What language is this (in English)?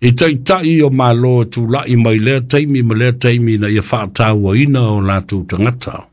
Samoan